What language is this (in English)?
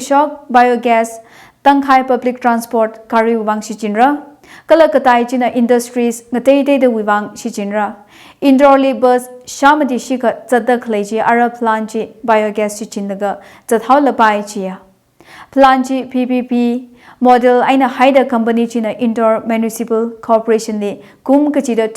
Tangkhul Naga (India)